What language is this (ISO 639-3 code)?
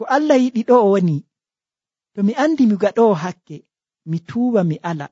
fuv